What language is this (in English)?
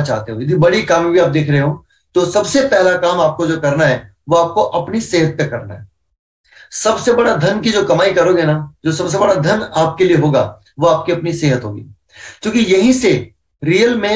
Hindi